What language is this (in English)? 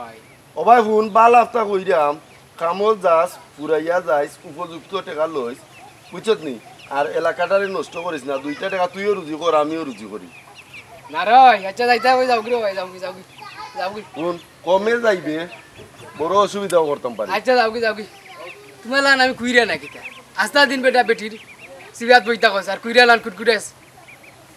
Sylheti